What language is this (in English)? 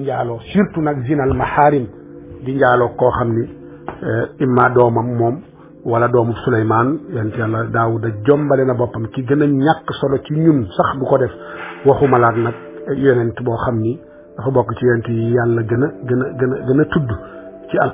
Wolof